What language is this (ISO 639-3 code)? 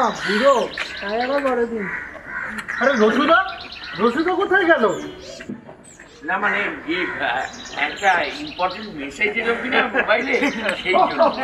ben